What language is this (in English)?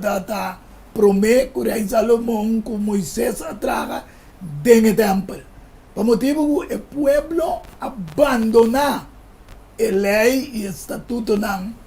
Papiamento